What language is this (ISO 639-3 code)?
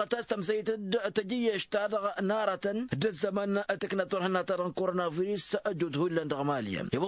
taq